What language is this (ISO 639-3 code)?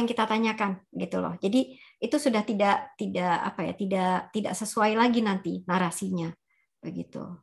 ind